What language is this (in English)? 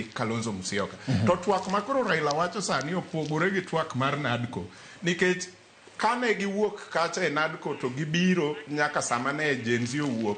Luo (Kenya and Tanzania)